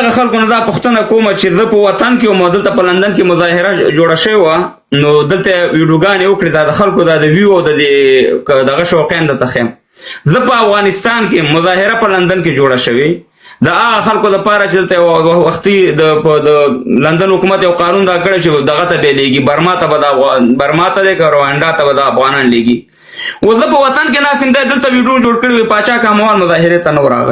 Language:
Pashto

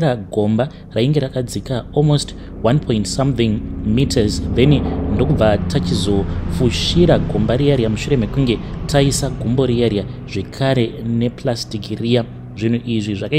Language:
Shona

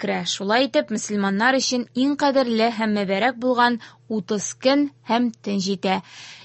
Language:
Tatar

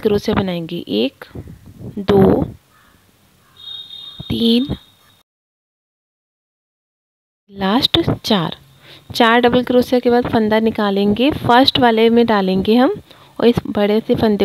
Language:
Hindi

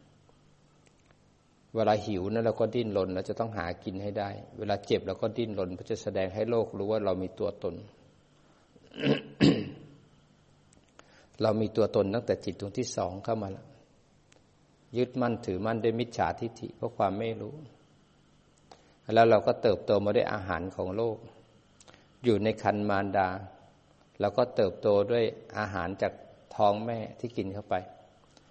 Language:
Thai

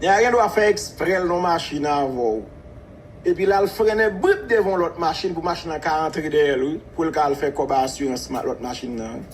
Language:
Haitian Creole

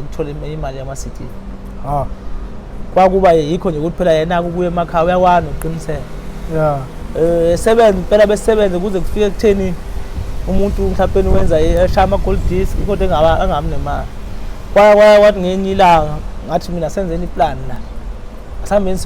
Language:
Zulu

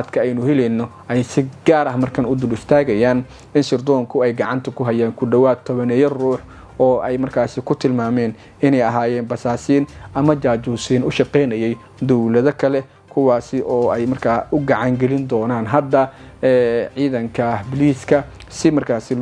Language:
Somali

